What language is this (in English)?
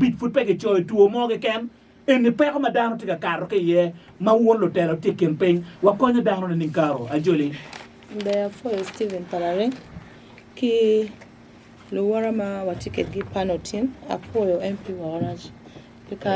Acoli